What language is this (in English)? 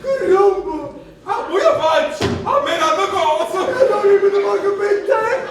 Neapolitan